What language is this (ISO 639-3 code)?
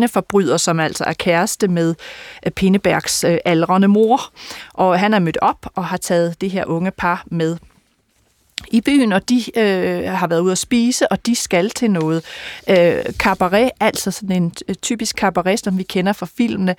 dan